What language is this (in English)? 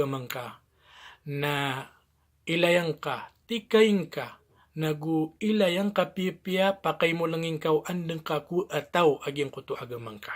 Maranao